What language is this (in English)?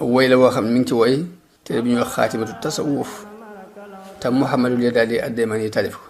Wolof